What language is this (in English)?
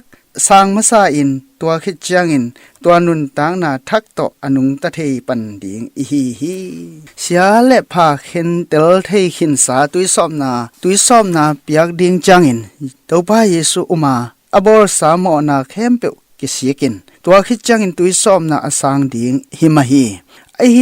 Tedim Chin